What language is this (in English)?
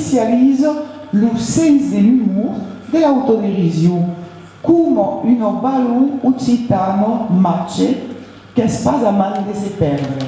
Occitan